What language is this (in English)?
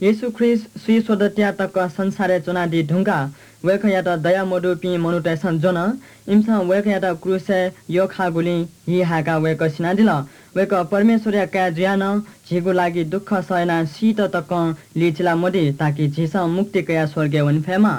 Newari